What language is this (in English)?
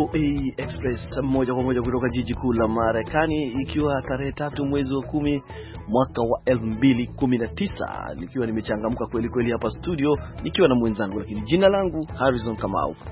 Swahili